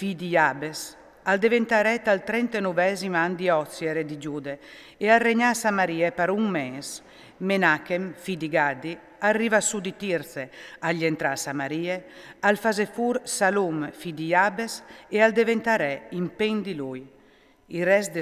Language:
Friulian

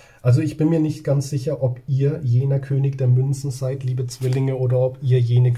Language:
German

